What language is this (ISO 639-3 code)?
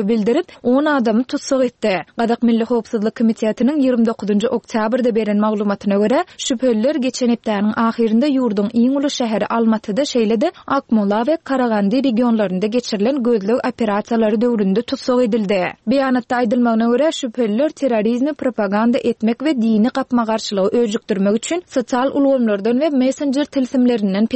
tuk